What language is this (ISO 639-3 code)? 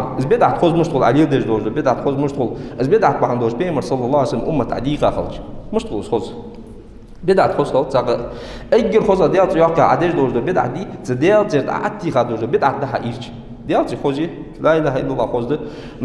inh